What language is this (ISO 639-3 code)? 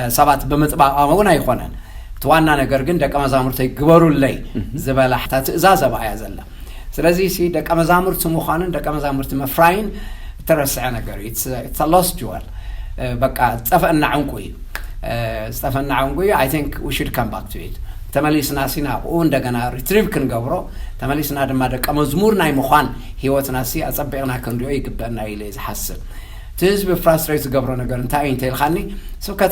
tir